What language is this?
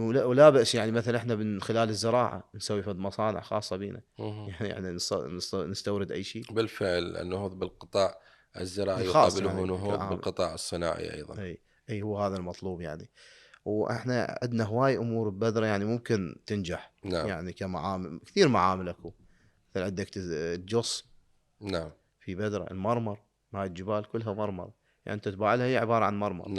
Mesopotamian Arabic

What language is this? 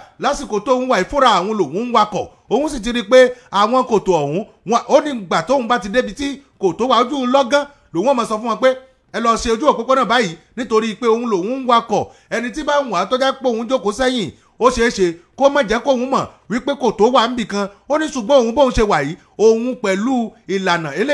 Yoruba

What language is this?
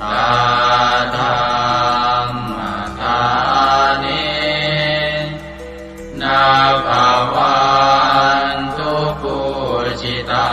Pali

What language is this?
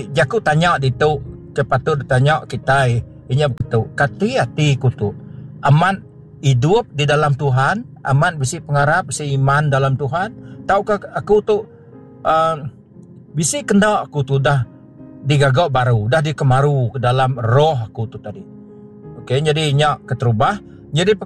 Iban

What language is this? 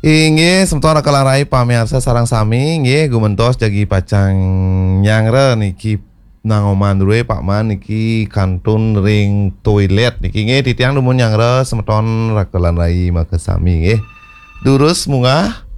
Balinese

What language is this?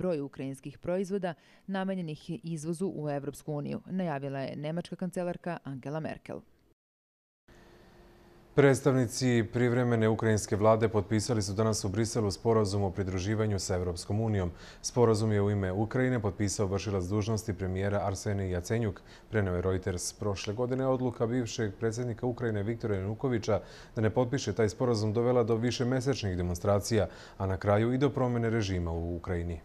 Serbian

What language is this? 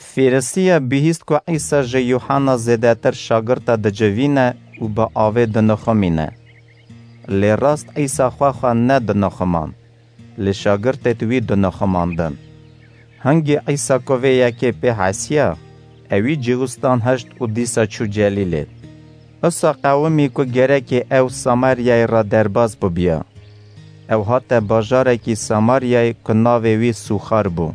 Kurdish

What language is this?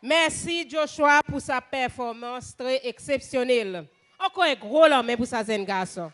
Seselwa Creole French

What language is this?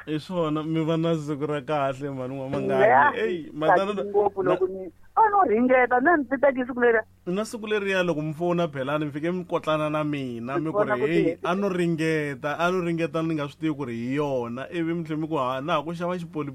Tsonga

